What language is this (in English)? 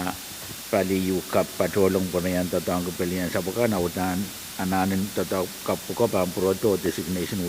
Pohnpeian